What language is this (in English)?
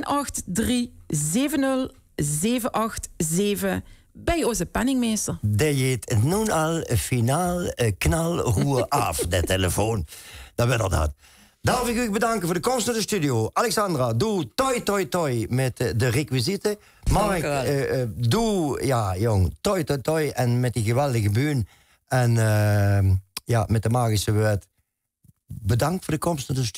Limburgish